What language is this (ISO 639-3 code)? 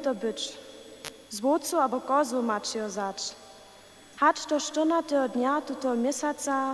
hsb